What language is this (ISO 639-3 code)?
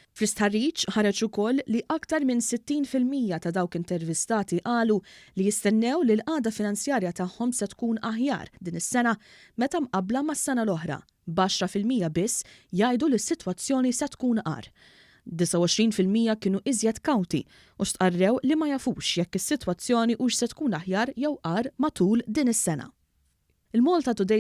mlt